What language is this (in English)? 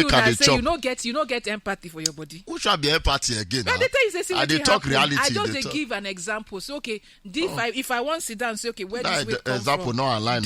Nigerian Pidgin